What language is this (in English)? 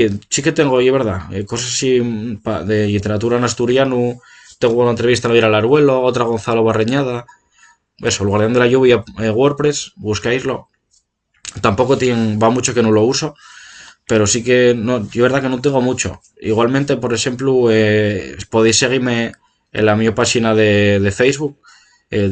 Asturian